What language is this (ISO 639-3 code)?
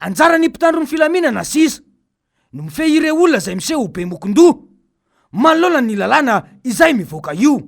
mlg